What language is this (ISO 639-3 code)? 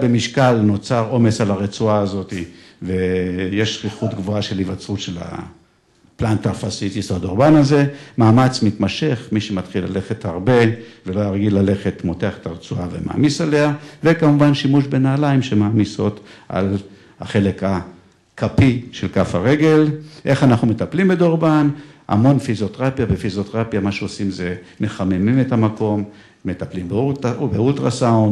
heb